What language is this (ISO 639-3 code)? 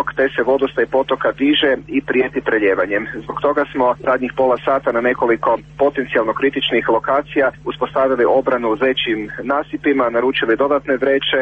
hrv